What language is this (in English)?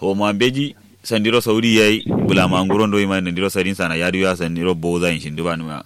Kanuri